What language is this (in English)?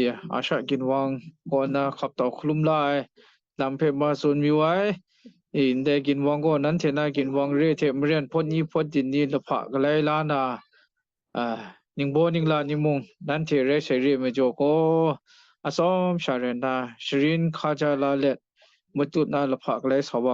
Kachin